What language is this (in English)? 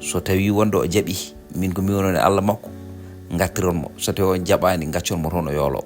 Fula